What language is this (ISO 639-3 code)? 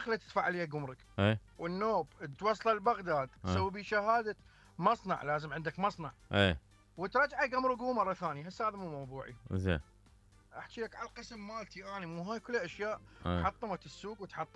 acm